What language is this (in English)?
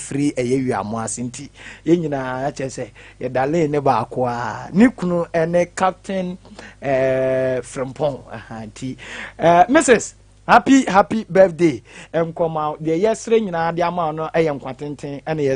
Akan